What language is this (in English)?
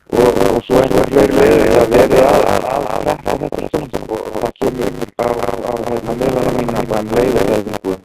Icelandic